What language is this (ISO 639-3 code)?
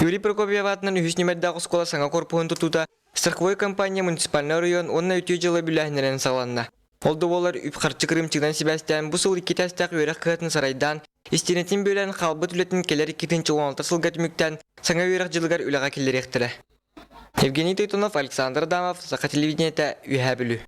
sah